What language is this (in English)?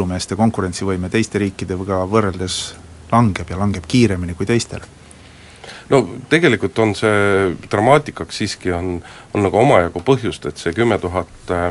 Estonian